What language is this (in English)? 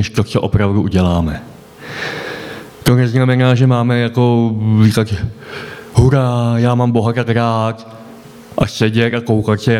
Czech